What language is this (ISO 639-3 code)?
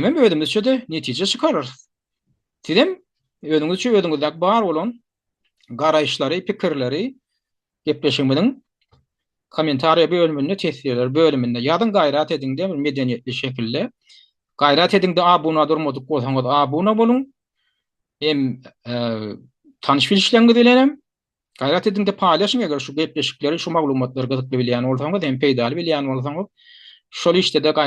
tuk